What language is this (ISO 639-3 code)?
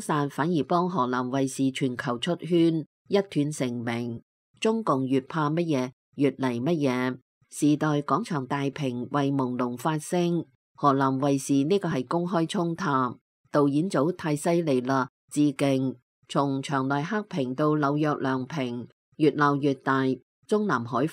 yue